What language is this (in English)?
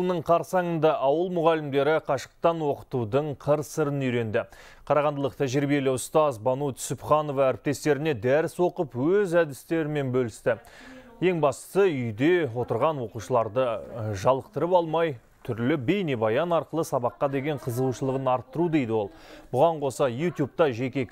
Kazakh